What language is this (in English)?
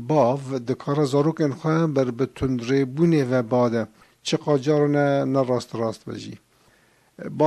Kurdish